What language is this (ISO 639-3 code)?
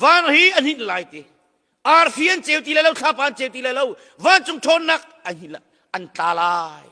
cnh